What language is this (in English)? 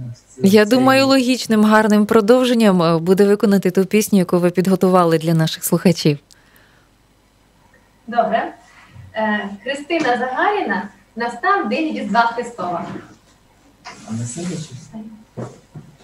Ukrainian